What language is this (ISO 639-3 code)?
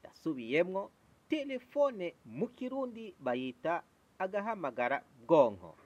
run